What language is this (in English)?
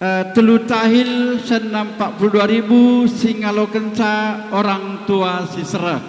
Batak Karo